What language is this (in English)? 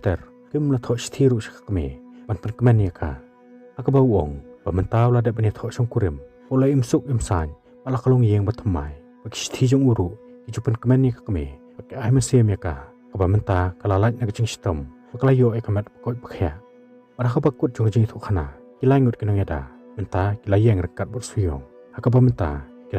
Khasi